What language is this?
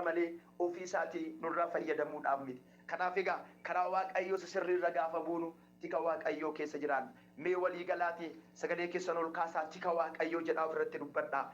Oromo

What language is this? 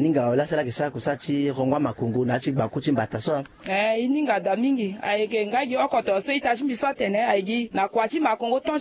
Sango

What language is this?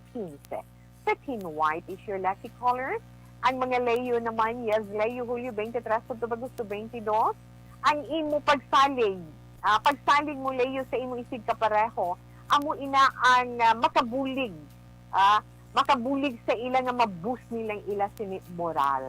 Hiligaynon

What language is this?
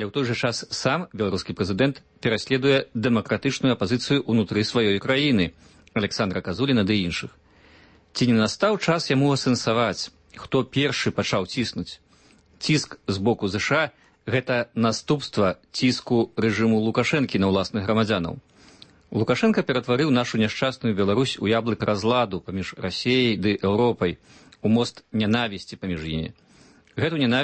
Belarusian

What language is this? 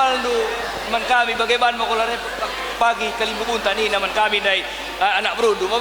Batak Karo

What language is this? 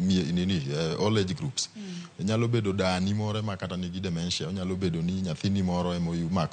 Luo (Kenya and Tanzania)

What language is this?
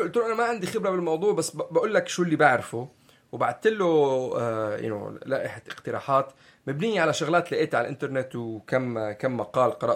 North Levantine Arabic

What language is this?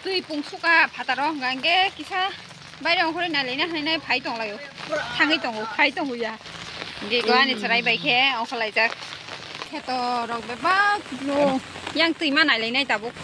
Kok Borok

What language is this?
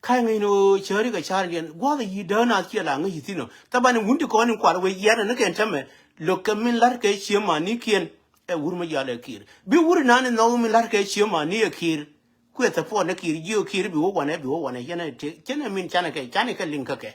Nuer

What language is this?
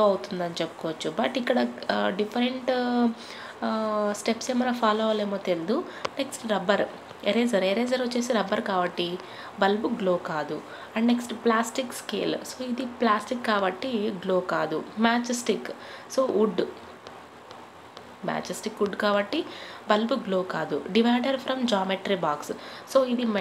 Telugu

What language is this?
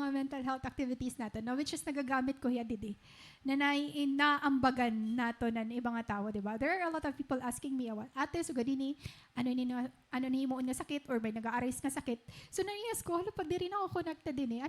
Waray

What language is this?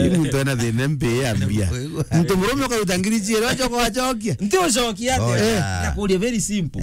Meru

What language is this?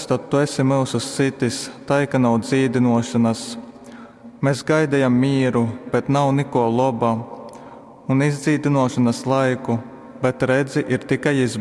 Latgalian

